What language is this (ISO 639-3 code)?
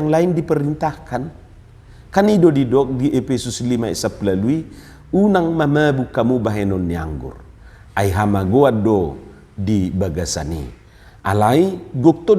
bbc